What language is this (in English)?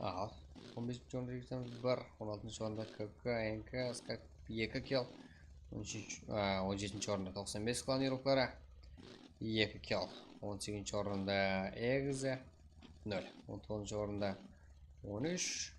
Kara-Kalpak